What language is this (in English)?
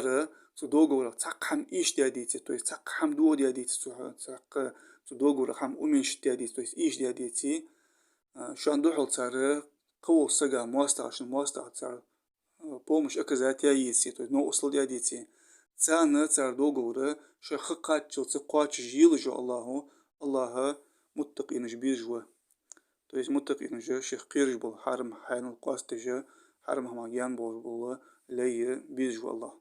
Ingush